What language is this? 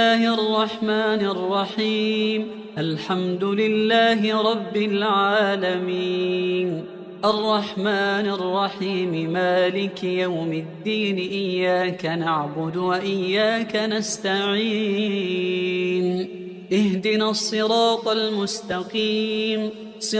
Arabic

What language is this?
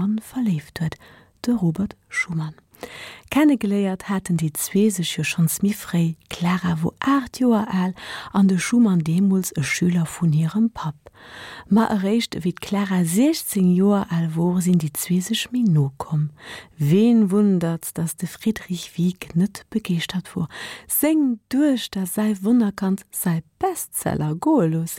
Luxembourgish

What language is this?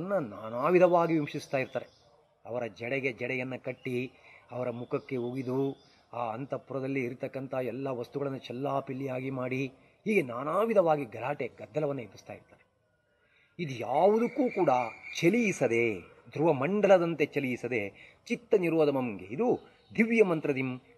Kannada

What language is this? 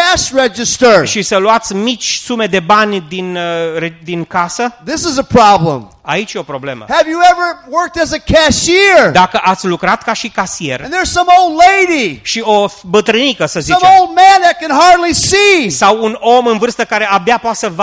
Romanian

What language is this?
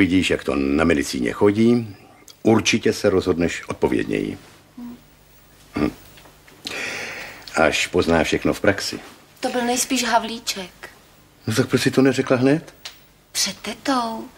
Czech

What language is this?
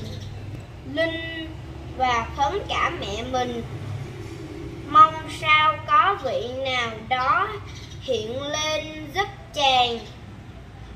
Vietnamese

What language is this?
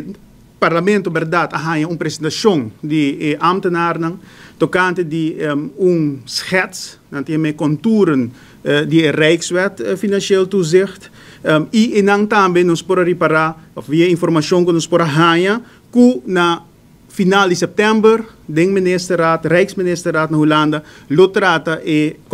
Papiamento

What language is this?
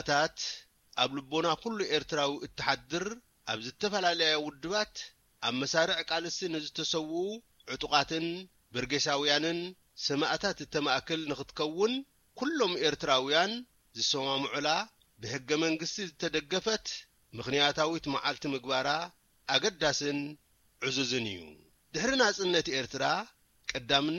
Tigrinya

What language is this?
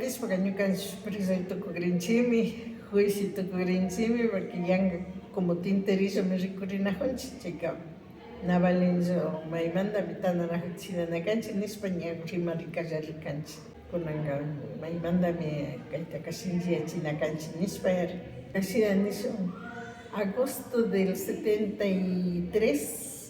Imbabura Highland Quichua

